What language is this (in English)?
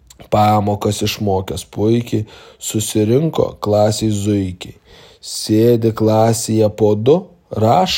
Lithuanian